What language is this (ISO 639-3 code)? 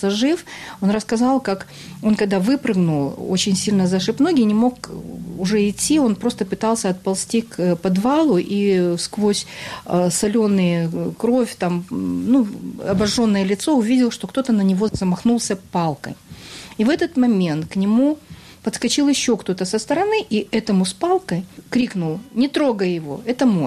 rus